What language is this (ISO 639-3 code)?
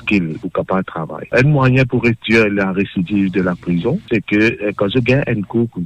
mfe